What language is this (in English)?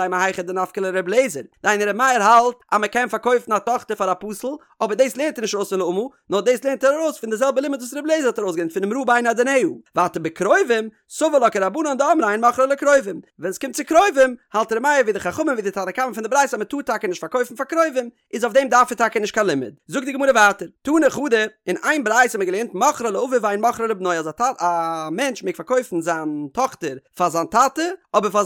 Yiddish